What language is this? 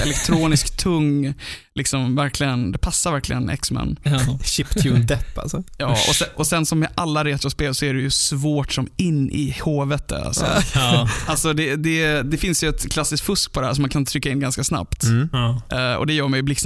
Swedish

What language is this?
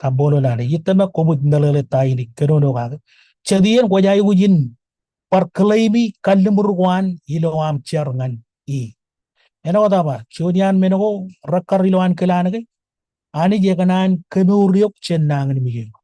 Marshallese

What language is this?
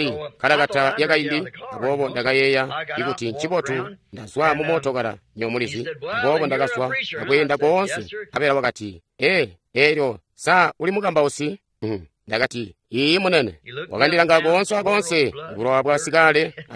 Tonga (Zambia)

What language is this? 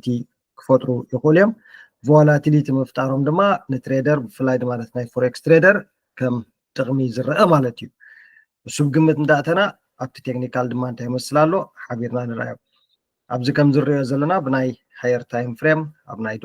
Tigrinya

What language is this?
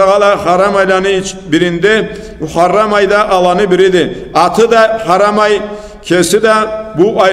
Karachay-Balkar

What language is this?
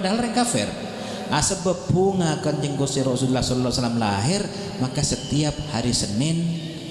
Madurese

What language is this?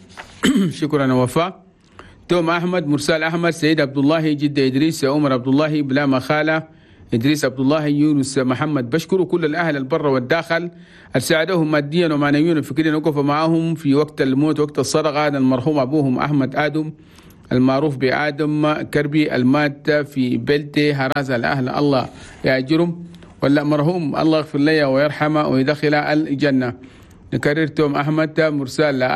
Chadian Arabic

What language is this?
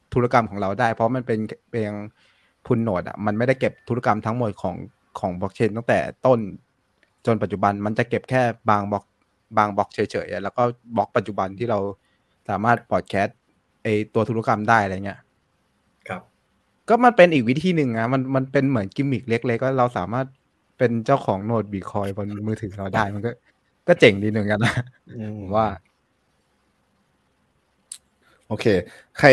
Thai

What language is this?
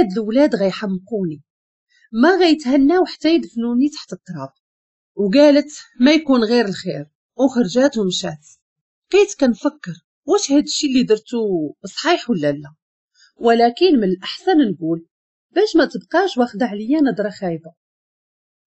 Moroccan Arabic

